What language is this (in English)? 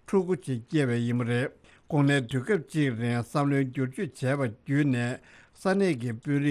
Tibetan